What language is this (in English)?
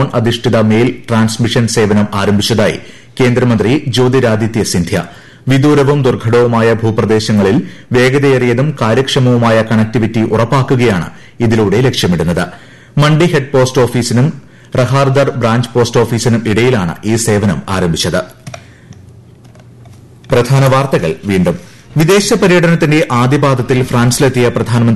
Malayalam